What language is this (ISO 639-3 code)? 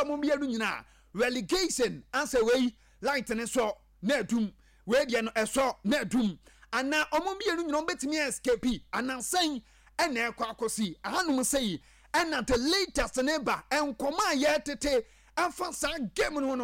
aka